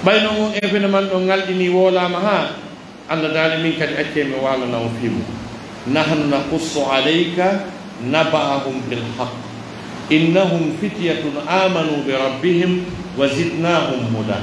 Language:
Pular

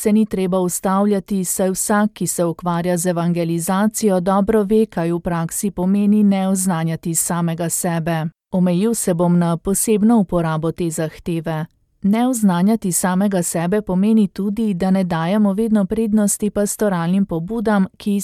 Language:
Slovenian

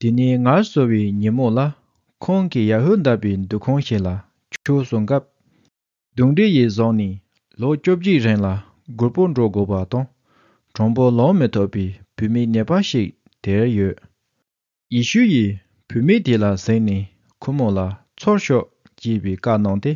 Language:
Tibetan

